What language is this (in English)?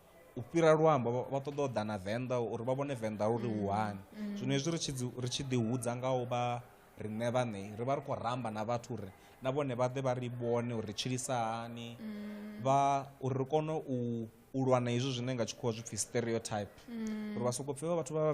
Venda